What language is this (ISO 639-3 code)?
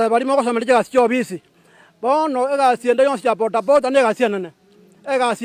guz